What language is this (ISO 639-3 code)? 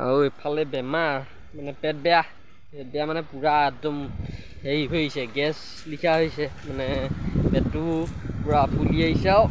asm